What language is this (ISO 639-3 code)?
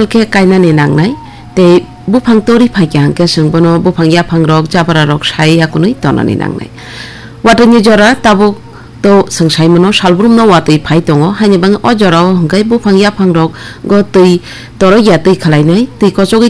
trp